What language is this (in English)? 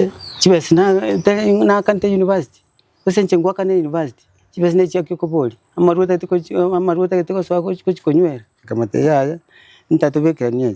Gusii